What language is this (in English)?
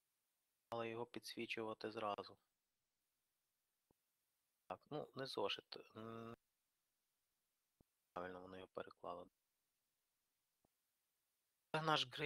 Ukrainian